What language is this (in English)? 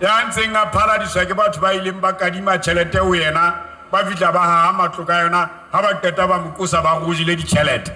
Southern Sotho